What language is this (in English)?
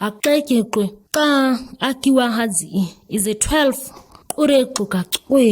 ǁGana